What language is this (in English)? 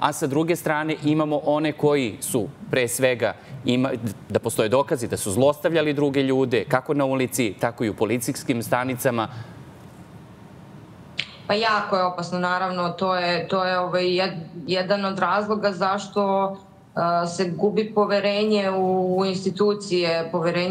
Serbian